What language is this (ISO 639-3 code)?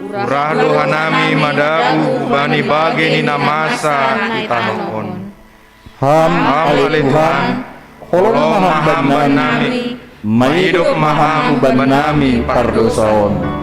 bts